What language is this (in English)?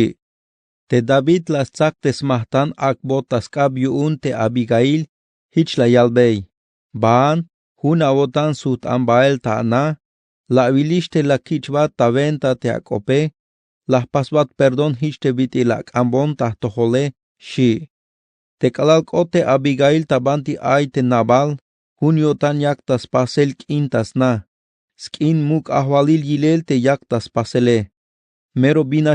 Tzeltal